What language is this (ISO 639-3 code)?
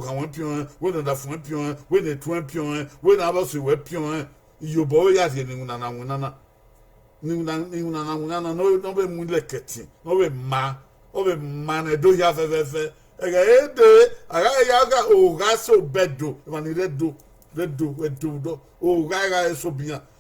bin